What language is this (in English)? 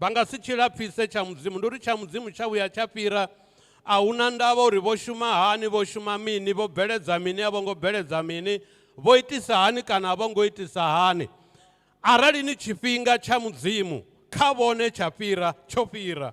Venda